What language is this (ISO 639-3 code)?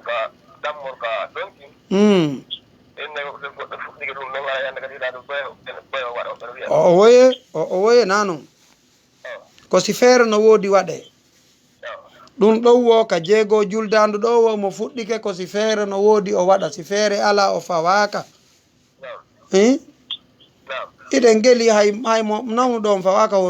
ful